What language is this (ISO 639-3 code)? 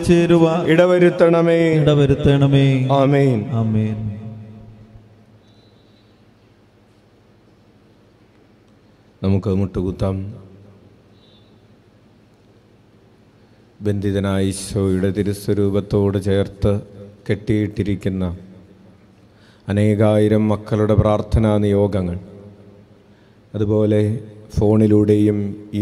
mal